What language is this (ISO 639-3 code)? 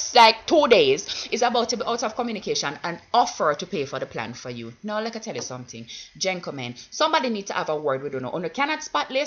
jam